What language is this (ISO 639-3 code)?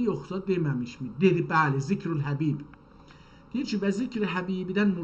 azb